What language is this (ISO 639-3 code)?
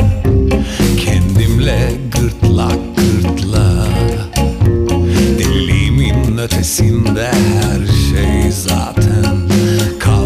tur